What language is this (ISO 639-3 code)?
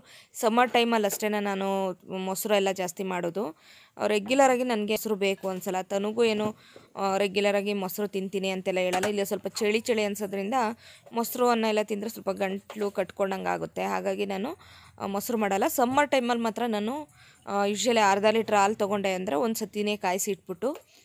kan